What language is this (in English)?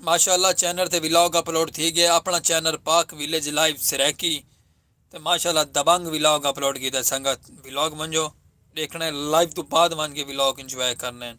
Saraiki